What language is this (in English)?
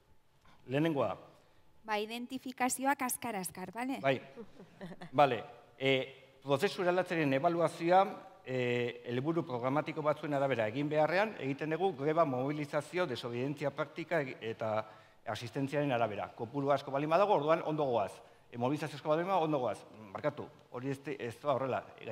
Basque